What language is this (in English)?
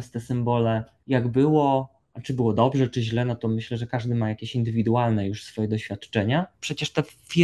Polish